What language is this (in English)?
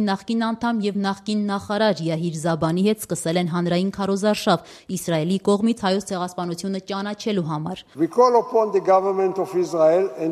Armenian